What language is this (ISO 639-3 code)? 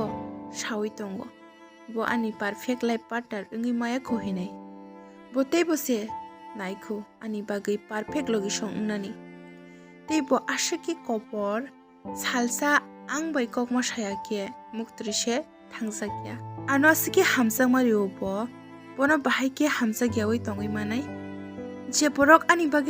trp